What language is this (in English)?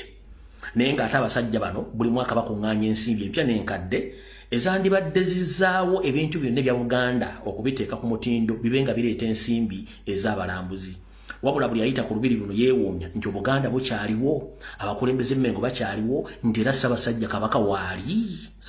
Ganda